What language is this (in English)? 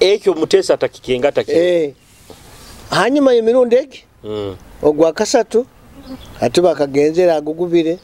Nyoro